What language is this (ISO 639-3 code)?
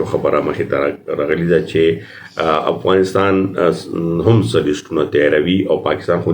pus